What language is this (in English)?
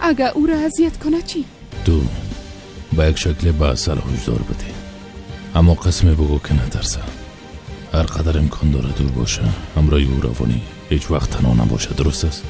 Tajik